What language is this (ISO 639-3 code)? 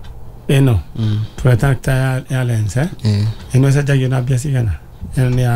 kik